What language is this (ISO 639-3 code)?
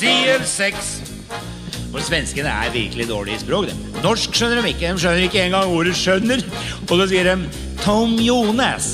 nor